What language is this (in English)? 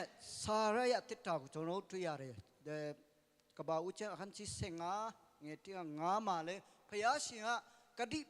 Hakha Chin